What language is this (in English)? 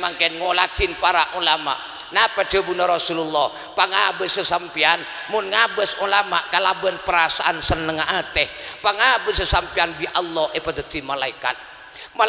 Madurese